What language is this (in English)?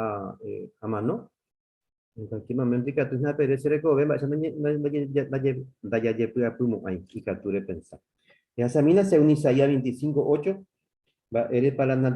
Guarani